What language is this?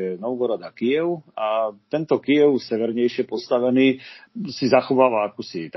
Slovak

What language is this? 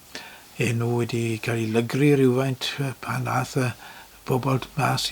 Welsh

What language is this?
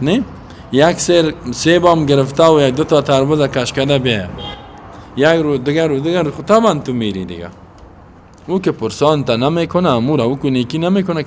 Persian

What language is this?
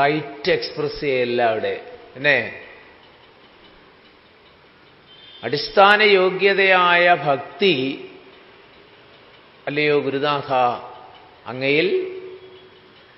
Malayalam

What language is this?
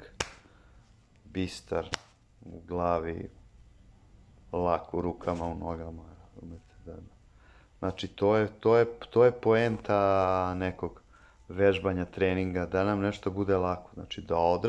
Serbian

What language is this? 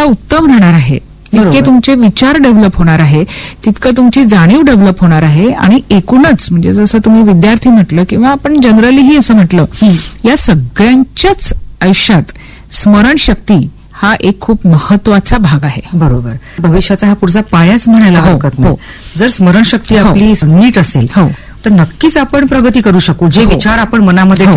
Marathi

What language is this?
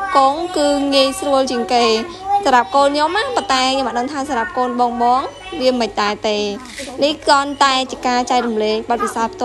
Khmer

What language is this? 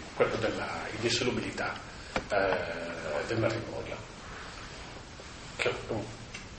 Italian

